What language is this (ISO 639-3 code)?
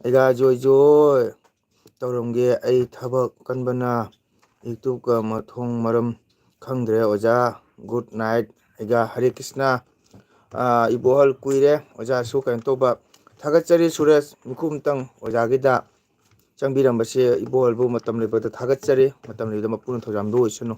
mni